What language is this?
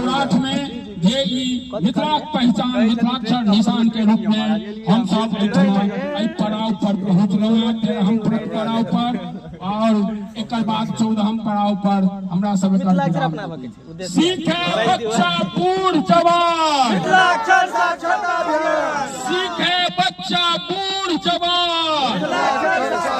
Maithili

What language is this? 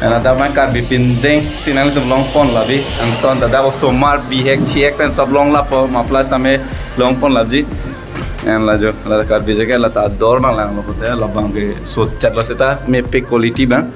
Karbi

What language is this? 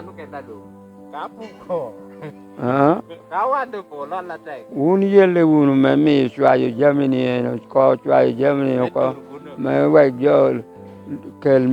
Lango (Uganda)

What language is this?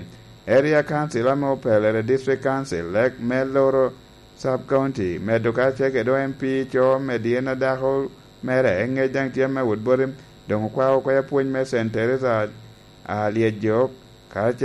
Lango (Uganda)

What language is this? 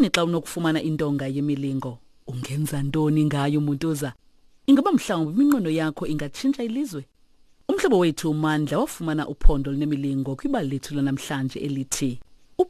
Xhosa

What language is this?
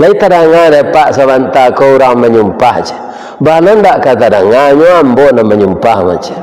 Minangkabau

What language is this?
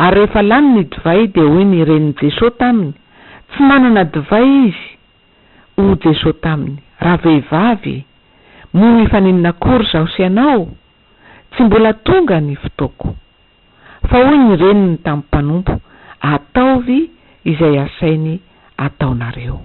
Malagasy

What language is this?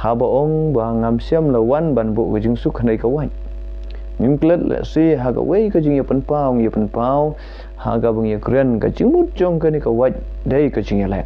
Khasi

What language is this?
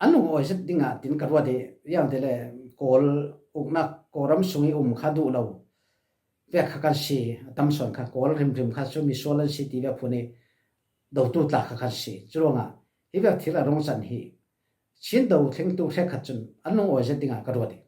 Falam Chin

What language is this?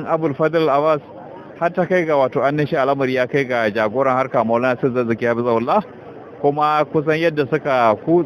Hausa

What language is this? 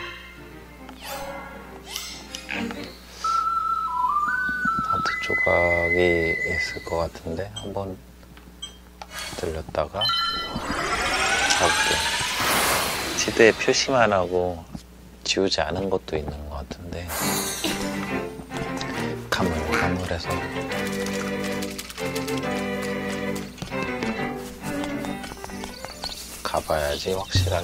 Korean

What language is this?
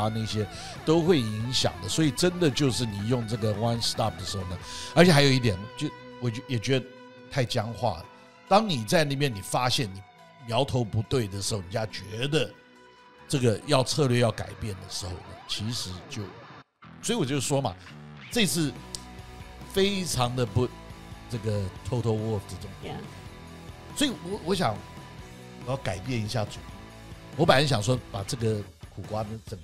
Chinese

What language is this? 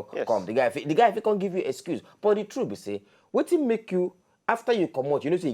Nigerian Pidgin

